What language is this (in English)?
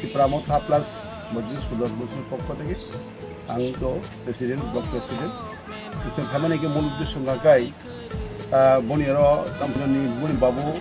Kok Borok